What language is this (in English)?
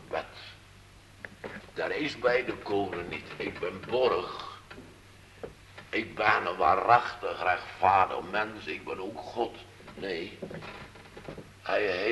Dutch